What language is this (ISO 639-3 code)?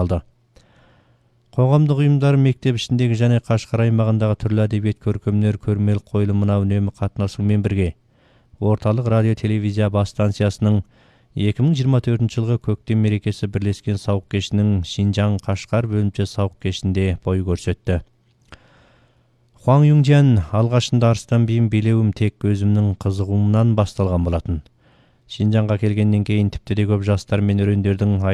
kaz